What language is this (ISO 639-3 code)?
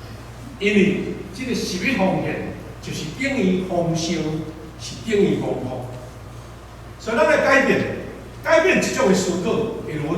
nan